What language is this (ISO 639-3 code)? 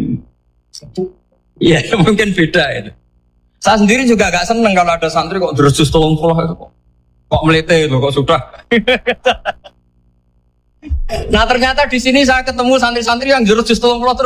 ind